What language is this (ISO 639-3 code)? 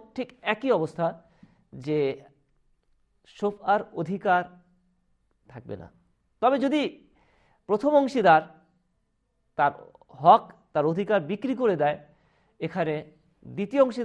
ben